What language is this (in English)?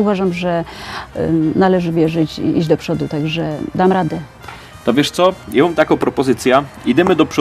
Silesian